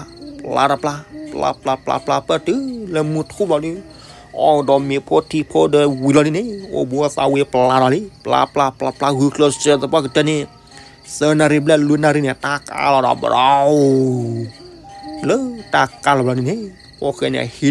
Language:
S'gaw Karen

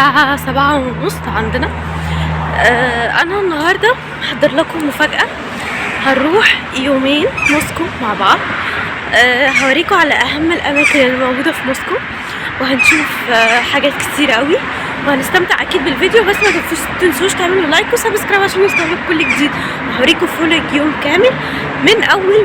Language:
Egyptian Arabic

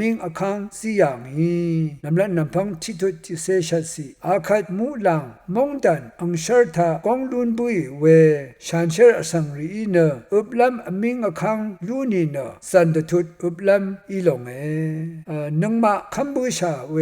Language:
Rawang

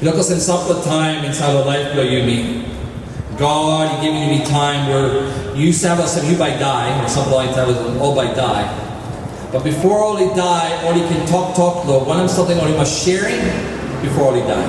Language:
Tok Pisin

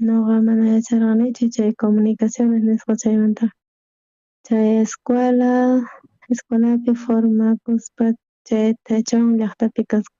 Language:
South Bolivian Quechua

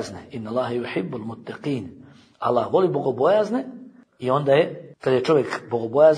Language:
Bosnian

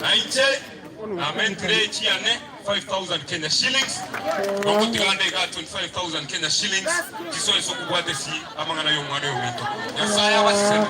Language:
Gusii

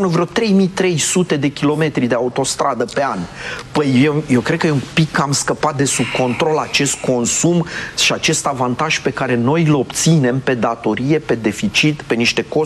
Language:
Romanian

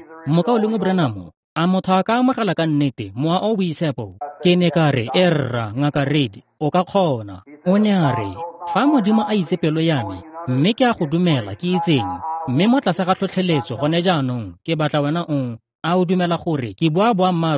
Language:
Tswana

